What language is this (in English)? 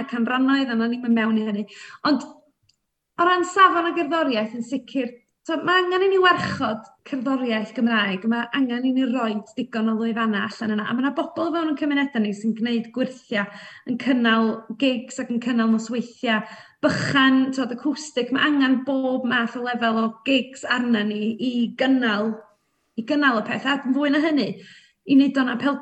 Welsh